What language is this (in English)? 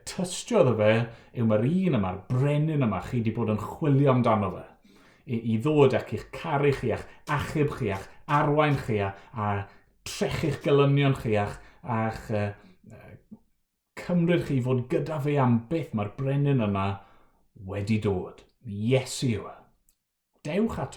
Welsh